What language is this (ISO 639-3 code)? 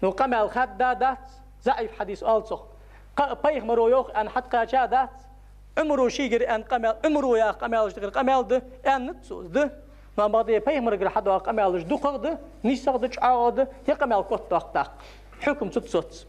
inh